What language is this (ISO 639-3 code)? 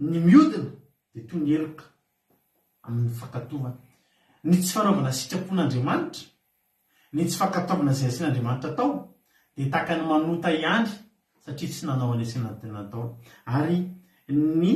mlg